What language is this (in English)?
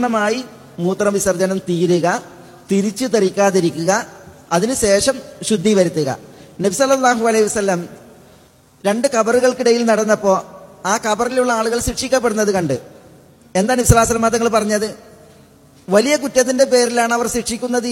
Malayalam